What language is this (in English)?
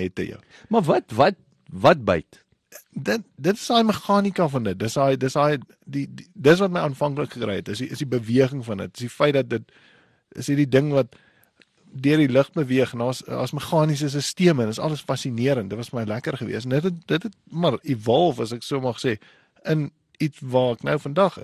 Afrikaans